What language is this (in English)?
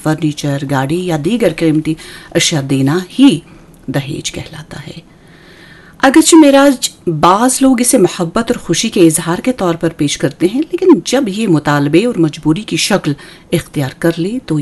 Urdu